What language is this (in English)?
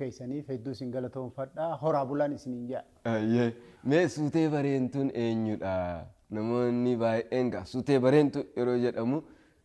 Oromo